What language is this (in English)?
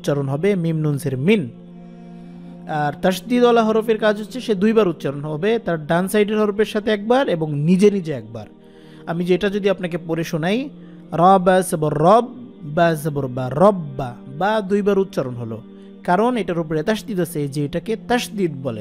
Bangla